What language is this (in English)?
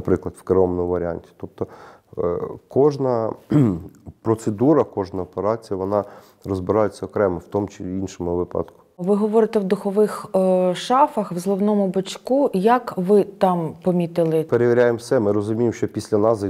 Ukrainian